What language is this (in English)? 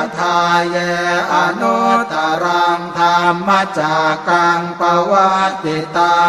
Pali